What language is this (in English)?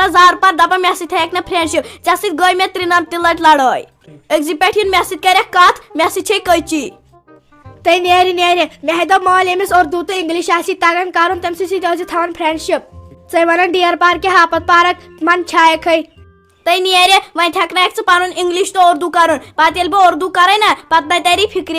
Kashmiri